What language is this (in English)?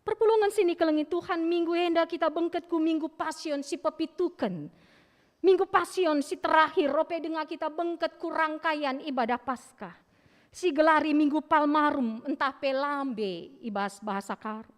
Batak Karo